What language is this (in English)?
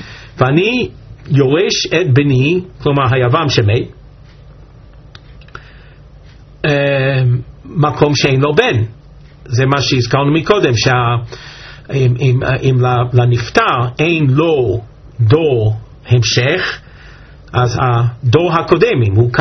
Hebrew